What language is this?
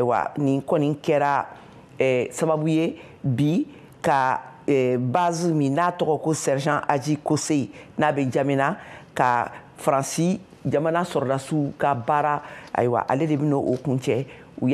Bambara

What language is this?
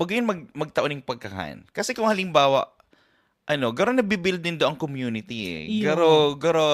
Bikol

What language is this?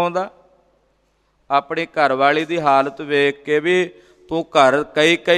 Punjabi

